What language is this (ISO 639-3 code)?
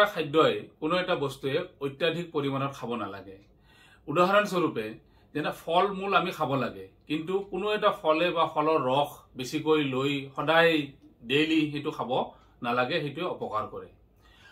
asm